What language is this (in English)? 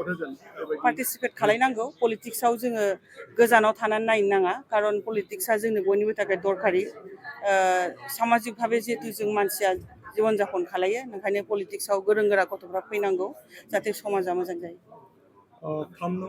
Bodo